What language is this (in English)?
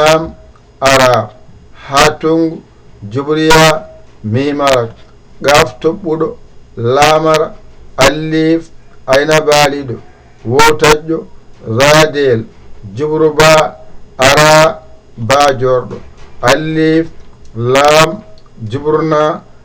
Fula